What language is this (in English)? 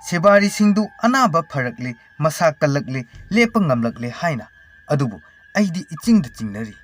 Manipuri